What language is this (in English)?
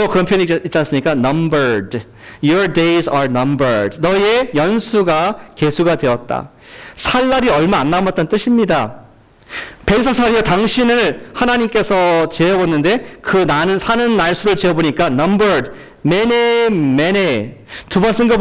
Korean